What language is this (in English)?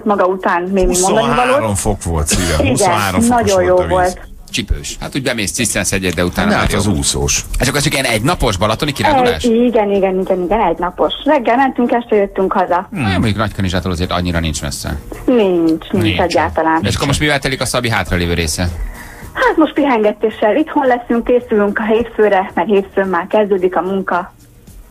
Hungarian